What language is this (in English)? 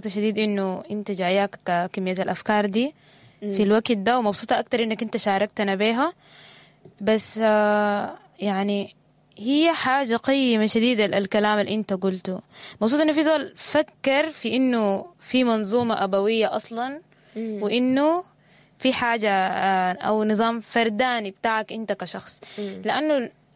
Sudanese Arabic